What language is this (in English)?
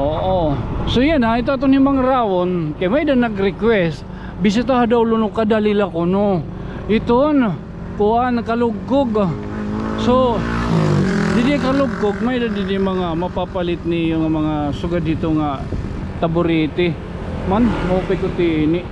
Waray